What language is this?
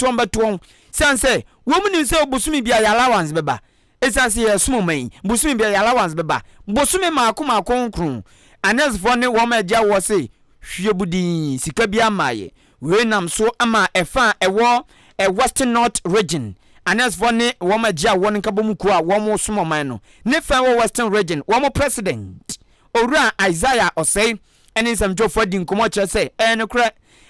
Akan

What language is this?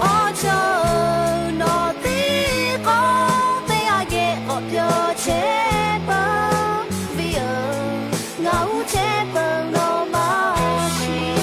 Lahu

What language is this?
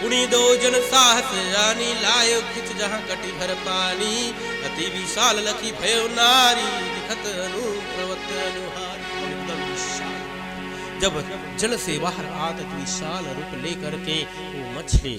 Chhattisgarhi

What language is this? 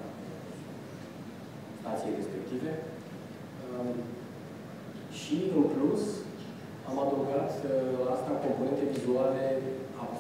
Romanian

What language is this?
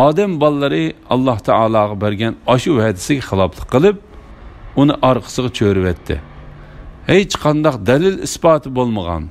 Uyghur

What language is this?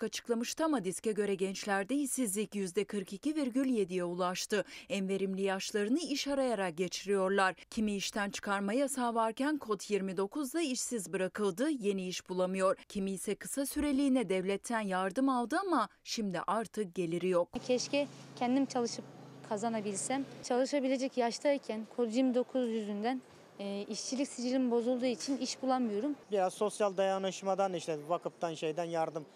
Turkish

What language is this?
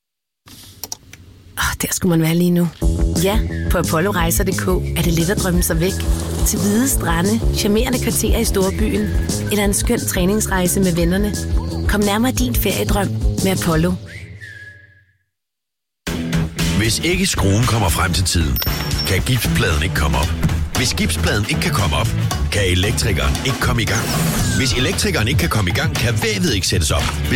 Danish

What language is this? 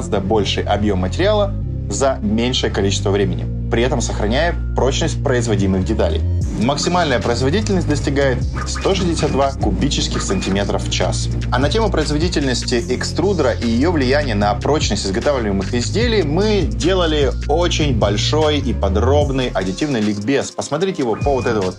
Russian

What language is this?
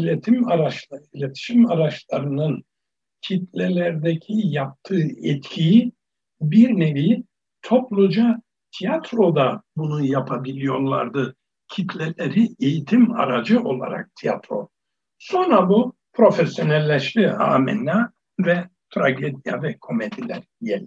Turkish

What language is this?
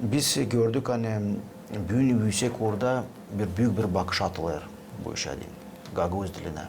Gagauz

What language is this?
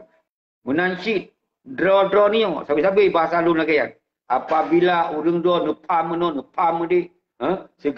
Achinese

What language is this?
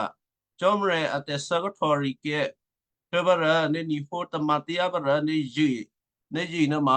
Western Kayah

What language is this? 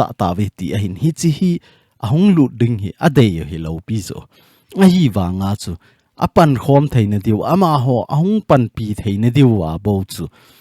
Thado Chin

